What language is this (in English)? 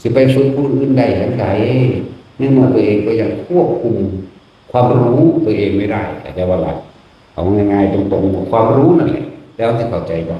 Northeastern Thai